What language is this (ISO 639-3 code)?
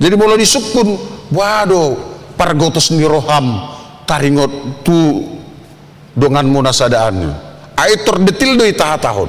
bbc